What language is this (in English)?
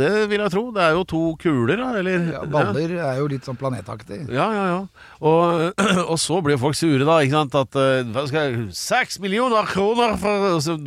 Norwegian